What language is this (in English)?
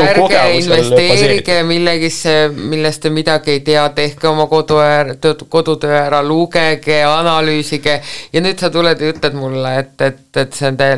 Estonian